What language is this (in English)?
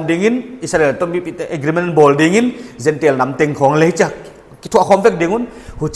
Paite Chin